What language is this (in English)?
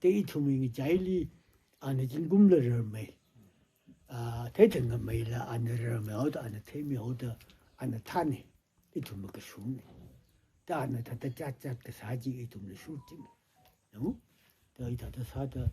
Tangkhul Naga (India)